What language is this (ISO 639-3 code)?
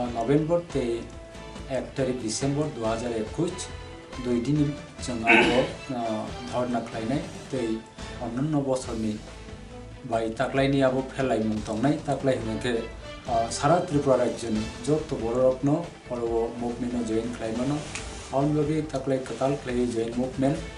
ria